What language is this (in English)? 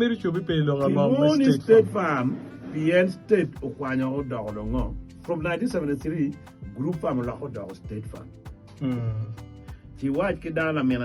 Acoli